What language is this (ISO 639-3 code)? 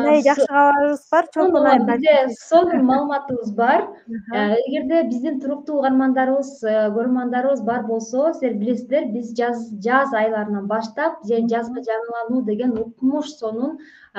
kir